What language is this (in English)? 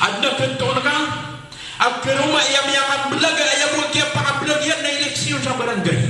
Maranao